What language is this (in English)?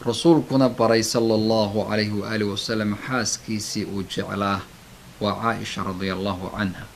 Somali